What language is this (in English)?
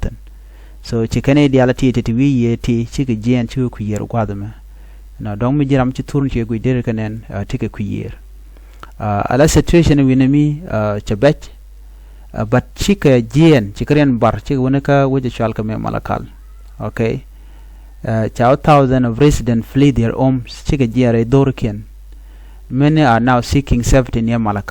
Nuer